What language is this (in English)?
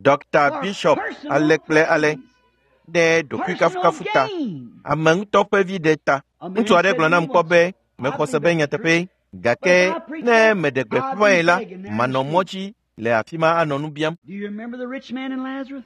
Ewe